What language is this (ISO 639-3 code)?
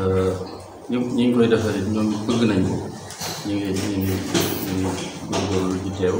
wol